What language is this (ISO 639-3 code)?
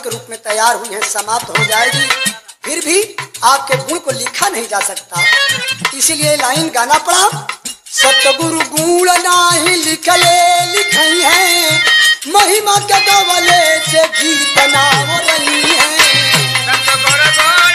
bho